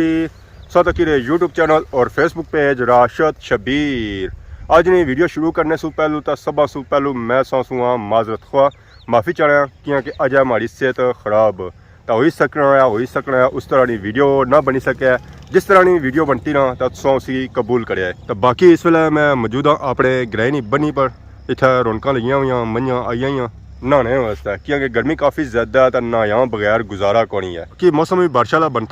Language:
Pahari-Potwari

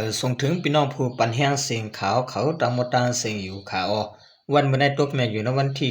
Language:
Shan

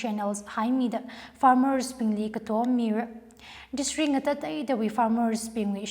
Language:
Tangkhul Naga (India)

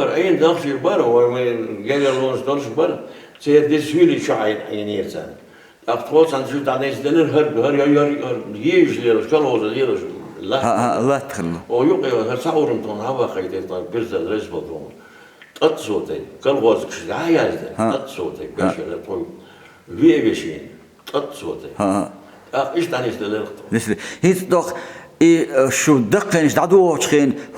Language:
Chechen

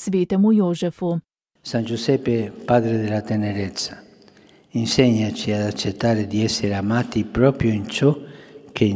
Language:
Slovenian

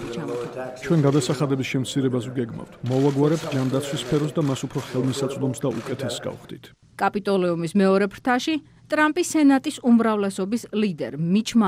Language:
Georgian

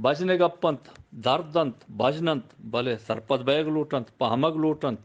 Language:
Eastern Balochi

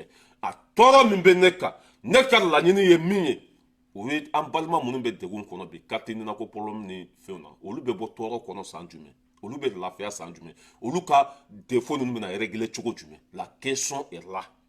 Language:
Bambara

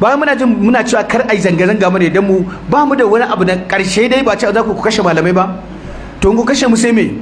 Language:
Hausa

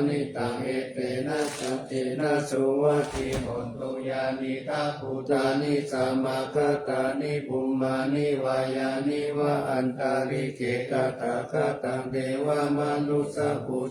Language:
Pali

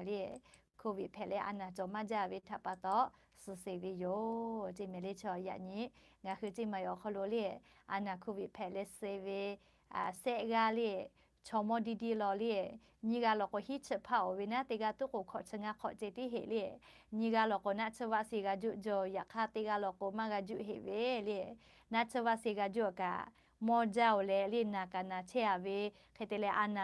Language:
Lahu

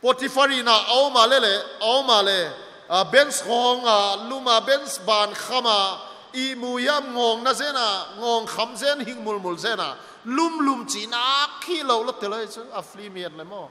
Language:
Paite Chin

